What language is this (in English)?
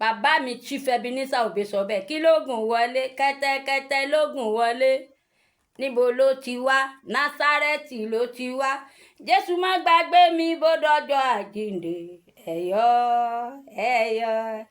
Yoruba